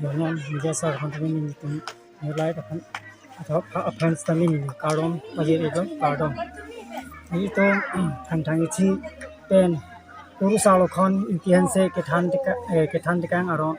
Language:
Karbi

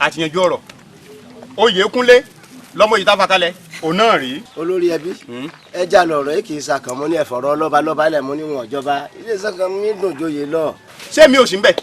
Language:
Yoruba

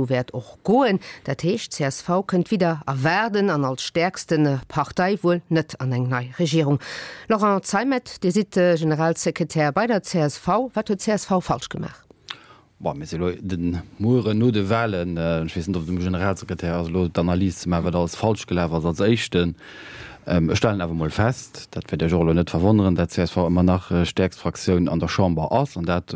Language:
Luxembourgish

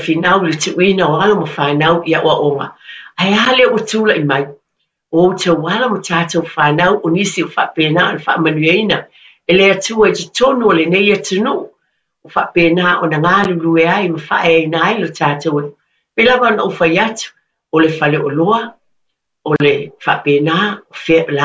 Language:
Samoan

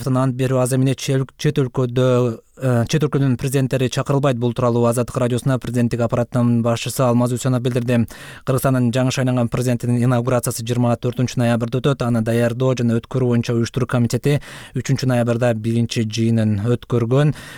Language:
Kyrgyz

